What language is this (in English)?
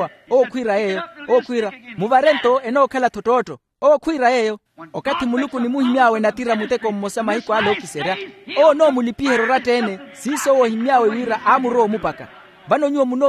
Makhuwa